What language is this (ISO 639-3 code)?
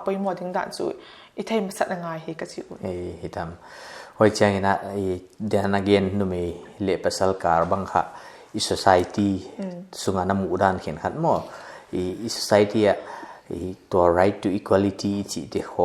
pck